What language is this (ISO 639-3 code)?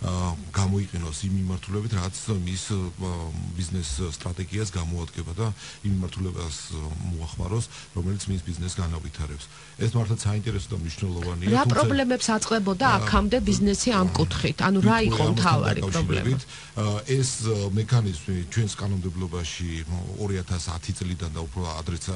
kat